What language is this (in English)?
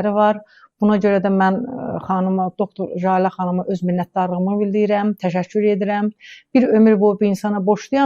Azerbaijani